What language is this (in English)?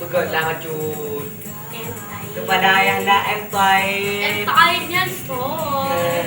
Achinese